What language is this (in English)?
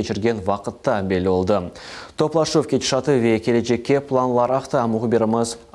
Crimean Tatar